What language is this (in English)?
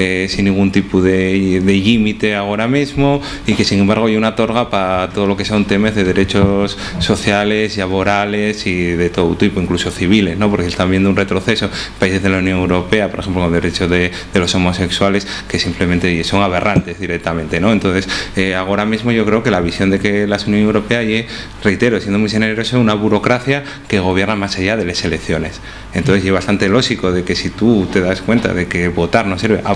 Asturian